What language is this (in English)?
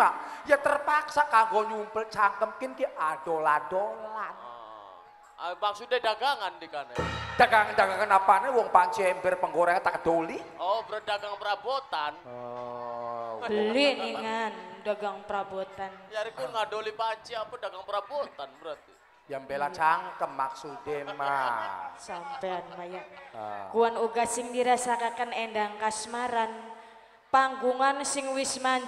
Javanese